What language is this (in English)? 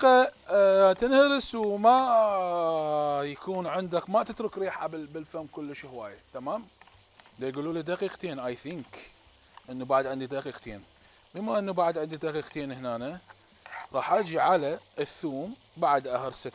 Mesopotamian Arabic